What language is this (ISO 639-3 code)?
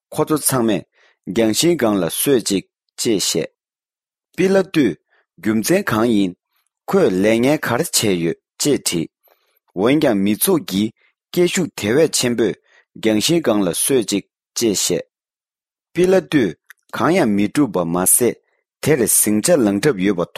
bod